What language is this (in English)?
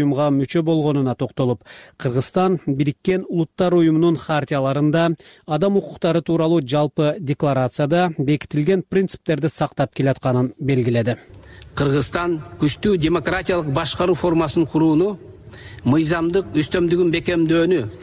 Kyrgyz